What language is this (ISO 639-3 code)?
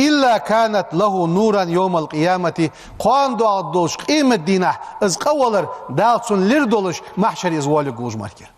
inh